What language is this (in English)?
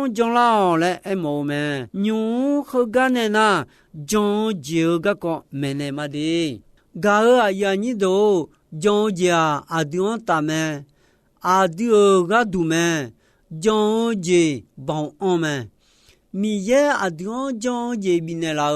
Akha